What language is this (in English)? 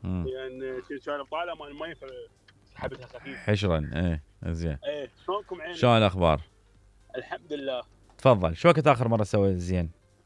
Mesopotamian Arabic